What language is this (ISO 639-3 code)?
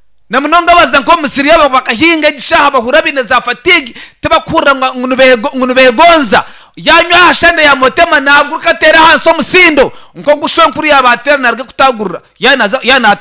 nyn